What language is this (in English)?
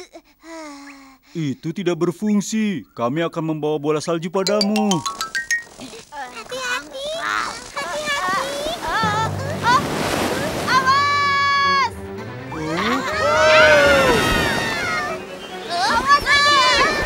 Indonesian